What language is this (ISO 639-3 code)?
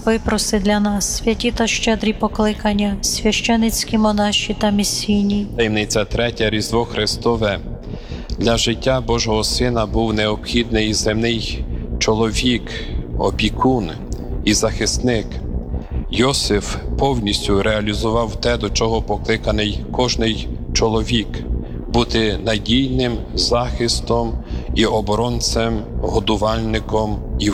ukr